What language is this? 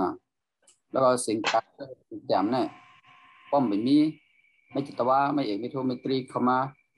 Shan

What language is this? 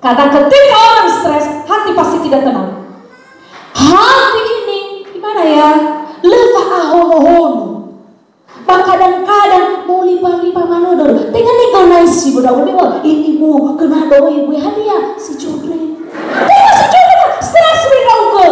Nias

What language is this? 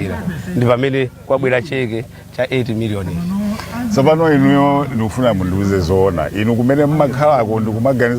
Nyanja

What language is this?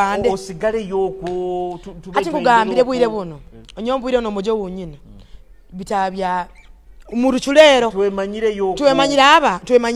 Nyoro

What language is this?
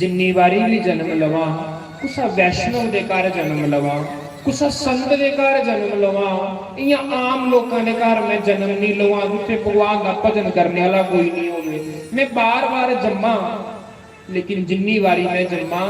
Dogri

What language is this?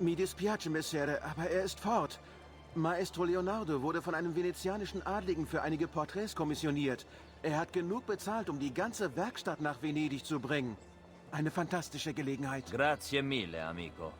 Bavarian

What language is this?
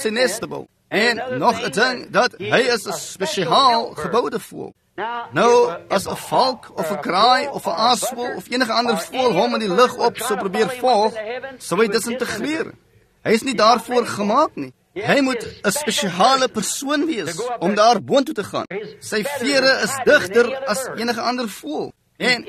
Afrikaans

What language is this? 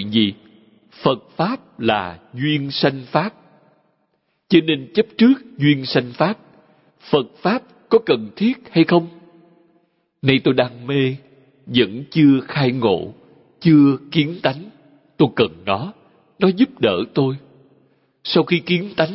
Vietnamese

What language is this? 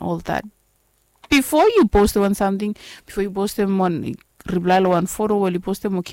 Bislama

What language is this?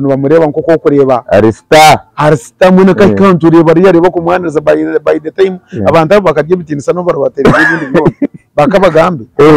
Nyankole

